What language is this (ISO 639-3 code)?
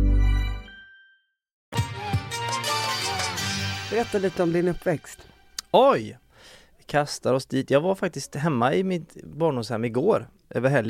swe